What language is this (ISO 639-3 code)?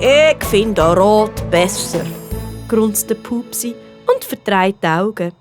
gsw